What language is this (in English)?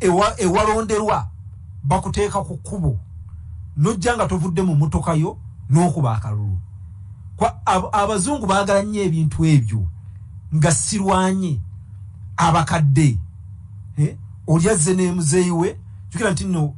Ganda